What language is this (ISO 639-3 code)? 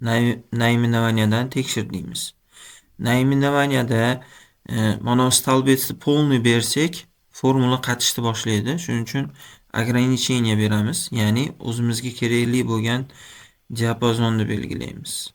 uzb